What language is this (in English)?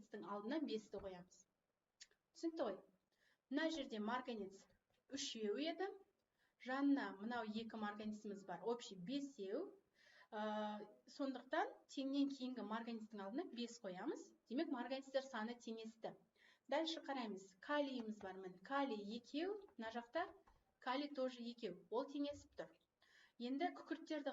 Kazakh